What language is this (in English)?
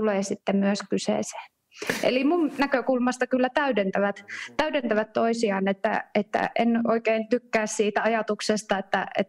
Finnish